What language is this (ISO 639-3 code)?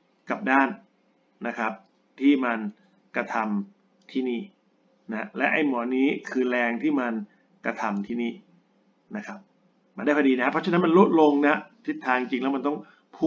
tha